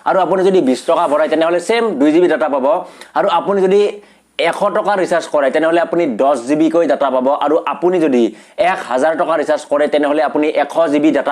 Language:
Assamese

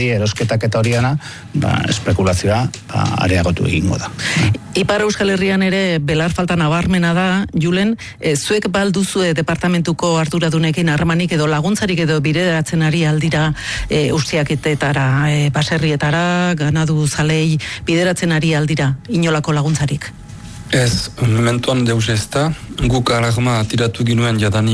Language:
Basque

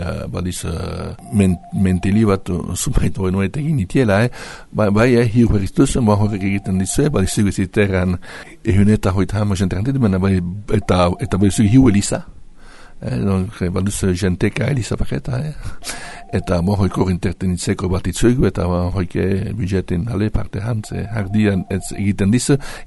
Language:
Basque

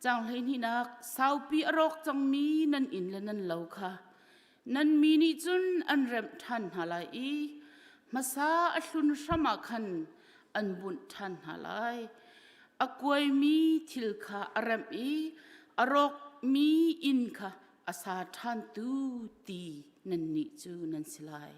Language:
Hakha Chin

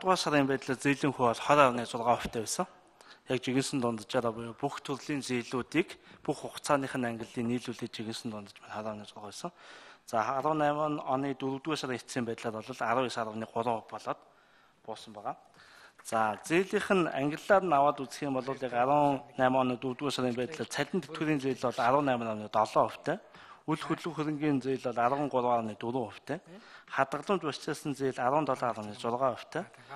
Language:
Mongolian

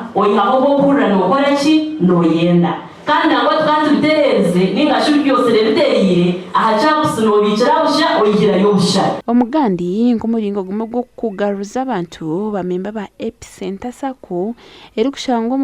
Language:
Nyankole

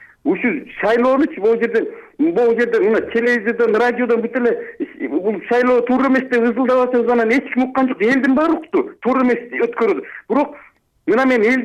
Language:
Kyrgyz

